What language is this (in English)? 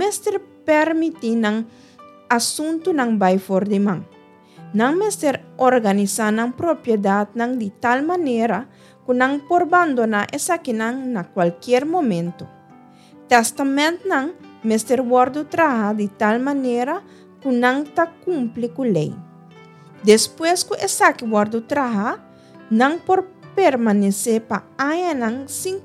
Papiamento